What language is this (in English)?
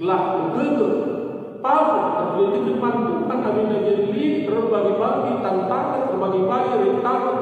Batak Karo